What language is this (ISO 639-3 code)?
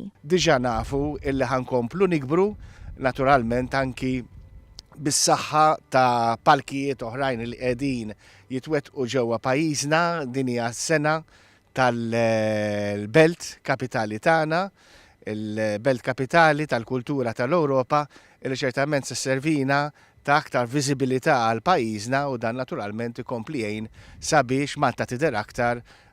mlt